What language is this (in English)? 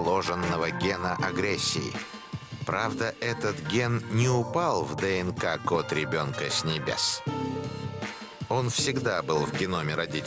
Russian